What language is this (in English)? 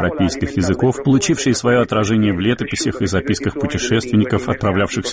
Russian